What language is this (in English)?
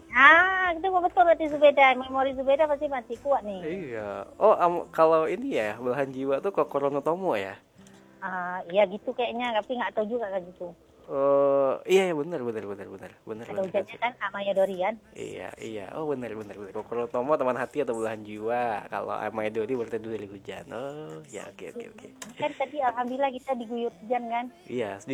Indonesian